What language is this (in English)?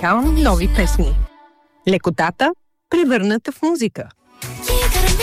Bulgarian